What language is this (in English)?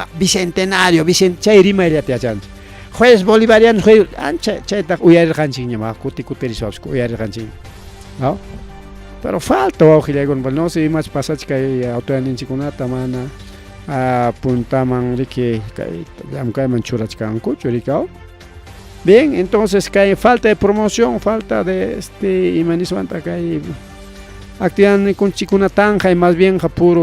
Ayacucho Quechua